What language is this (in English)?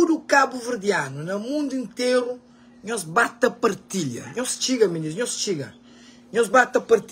Kabuverdianu